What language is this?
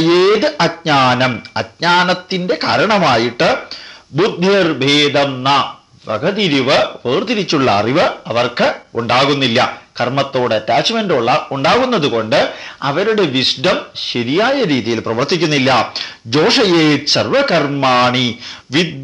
Malayalam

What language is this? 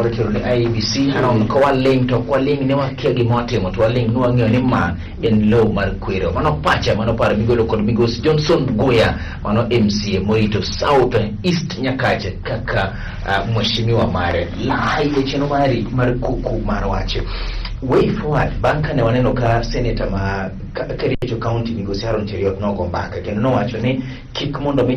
Luo (Kenya and Tanzania)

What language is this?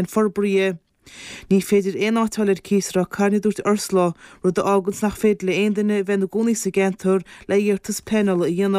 Irish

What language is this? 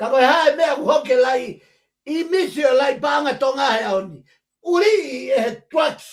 Tongan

